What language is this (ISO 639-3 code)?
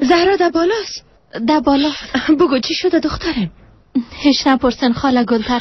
fas